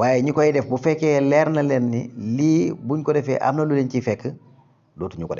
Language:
Wolof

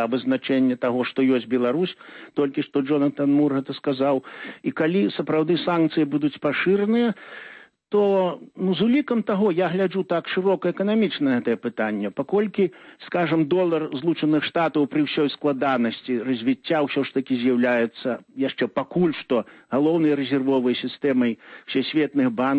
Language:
Belarusian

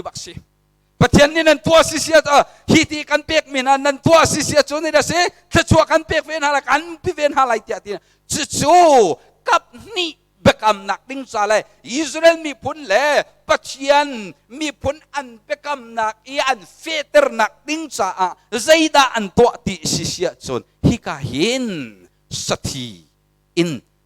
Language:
Hakha Chin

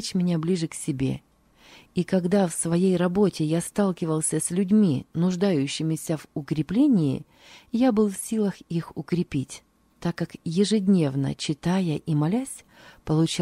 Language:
Russian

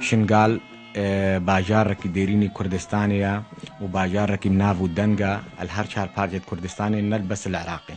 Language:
Kurdish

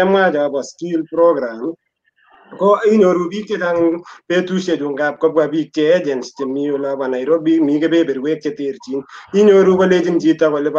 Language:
Kalenjin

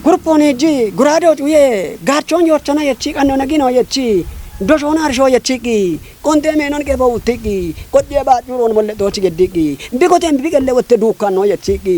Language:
Kafa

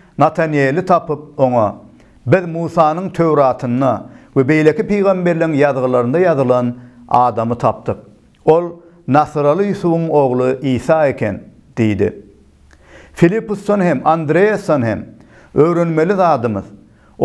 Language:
Turkmen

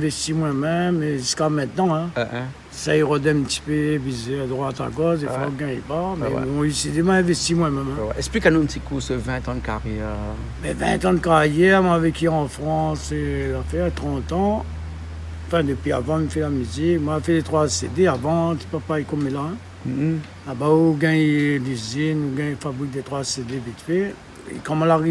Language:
Réunion Creole French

